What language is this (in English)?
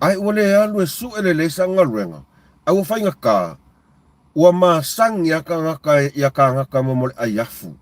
Samoan